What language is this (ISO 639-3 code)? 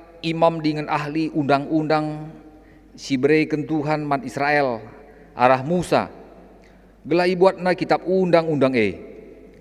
btx